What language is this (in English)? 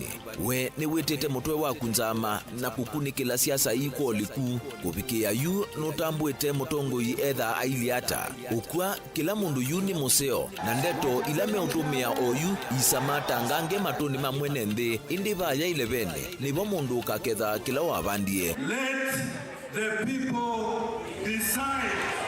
Kamba